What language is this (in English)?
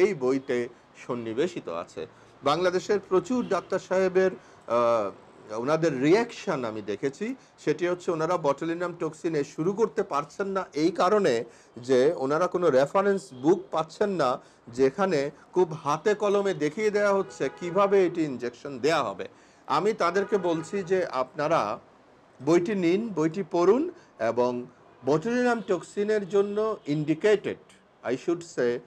Bangla